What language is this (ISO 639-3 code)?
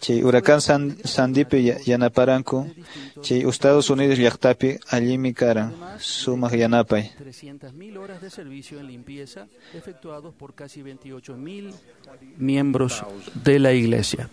que